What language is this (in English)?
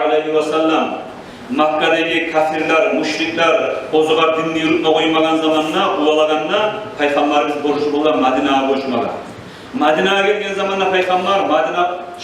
Kumyk